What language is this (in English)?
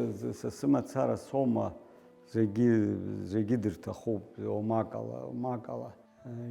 Abkhazian